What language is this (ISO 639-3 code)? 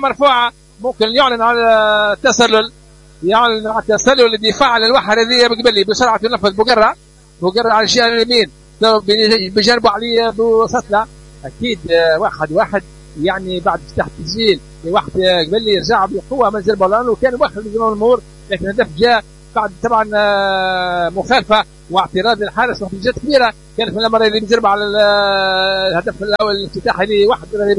aeb